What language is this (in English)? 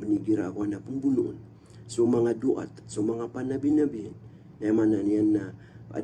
Maranao